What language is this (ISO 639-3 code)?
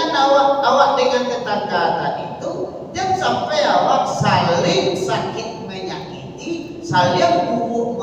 min